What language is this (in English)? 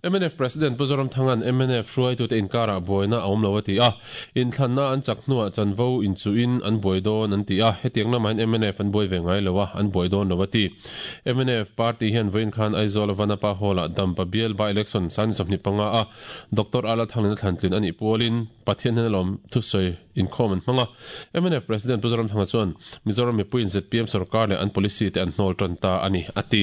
Mizo